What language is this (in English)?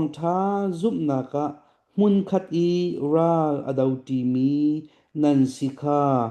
Hakha Chin